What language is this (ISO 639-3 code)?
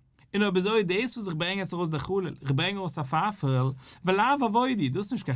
yid